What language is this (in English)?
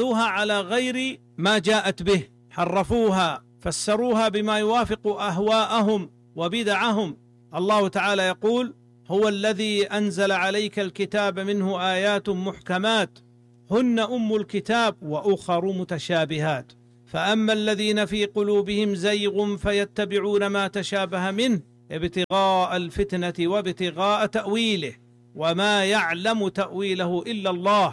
Arabic